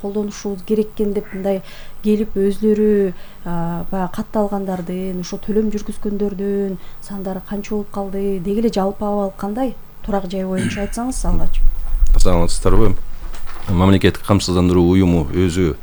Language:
Kyrgyz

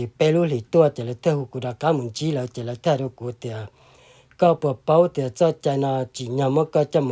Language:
Hmong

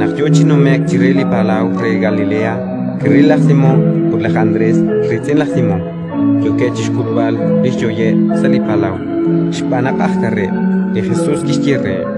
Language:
Kekchí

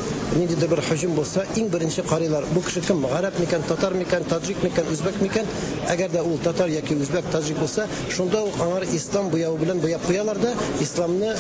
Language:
Tatar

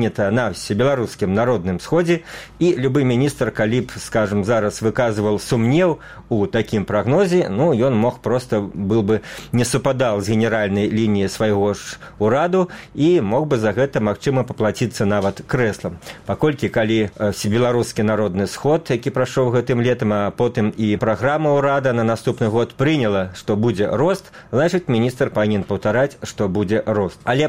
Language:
Belarusian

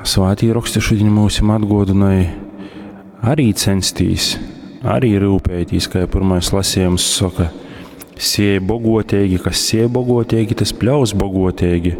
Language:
Latgalian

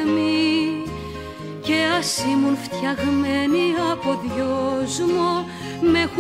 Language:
Greek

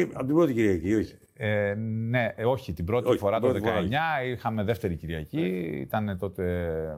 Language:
Greek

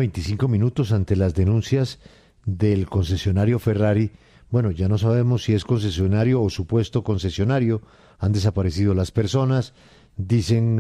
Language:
Spanish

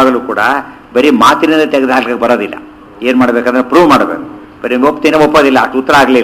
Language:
Kannada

